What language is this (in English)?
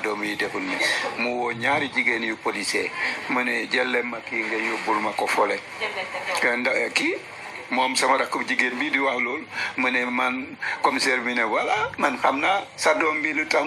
Wolof